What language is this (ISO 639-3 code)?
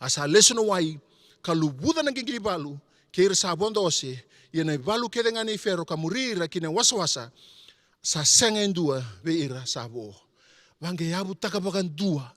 fij